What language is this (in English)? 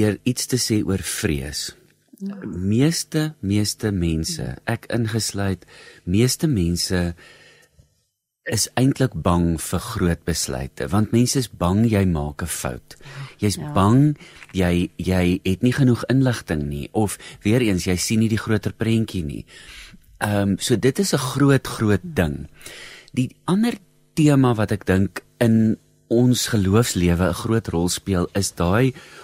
Afrikaans